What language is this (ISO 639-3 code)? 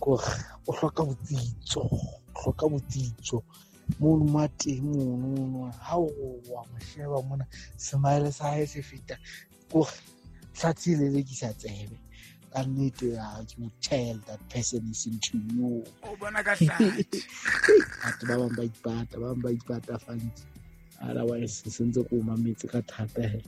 sot